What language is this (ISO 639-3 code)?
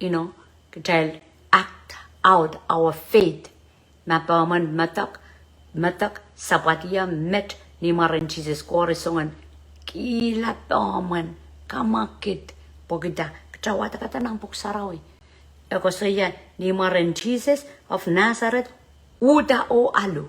pon